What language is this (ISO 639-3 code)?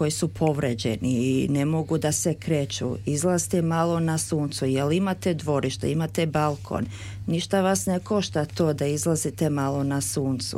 srp